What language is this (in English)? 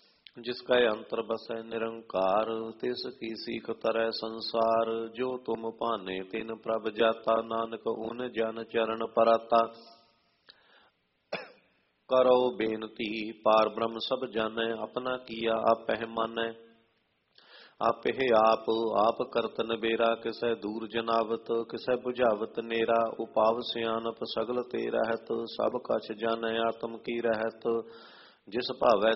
Punjabi